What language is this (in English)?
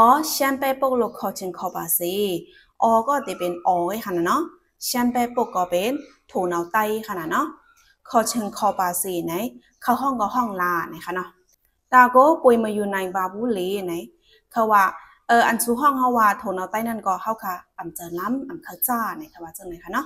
Shan